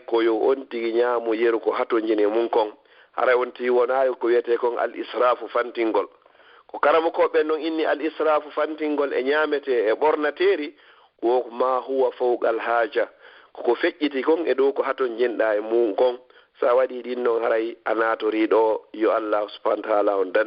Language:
Fula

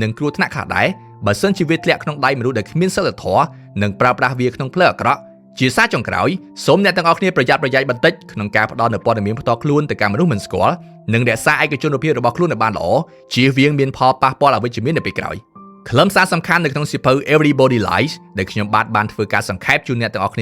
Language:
Khmer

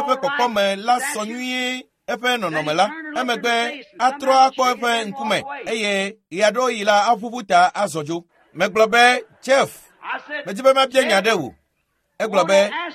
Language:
Ewe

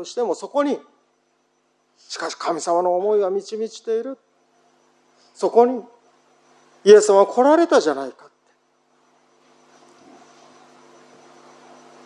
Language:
Japanese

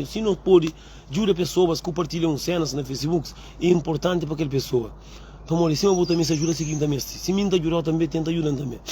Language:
Kabuverdianu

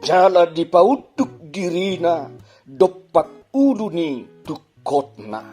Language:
Batak Toba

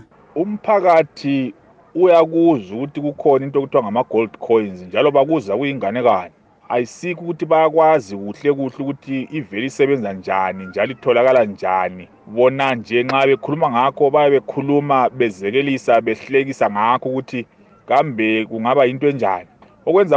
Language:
North Ndebele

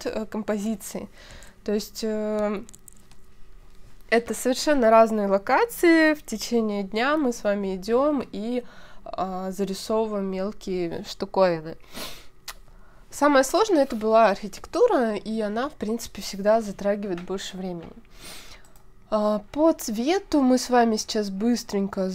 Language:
Russian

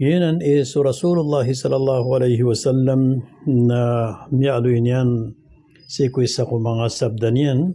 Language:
Maranao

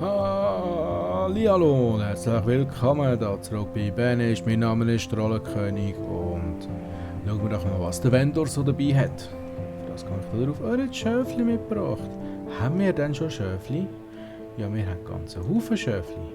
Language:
Swiss German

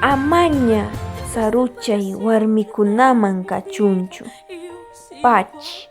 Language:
Quechua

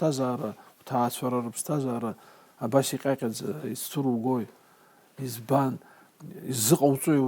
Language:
Abkhazian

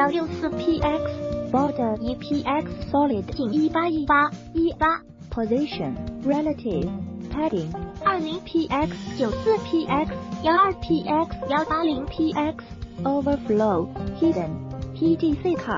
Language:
Chinese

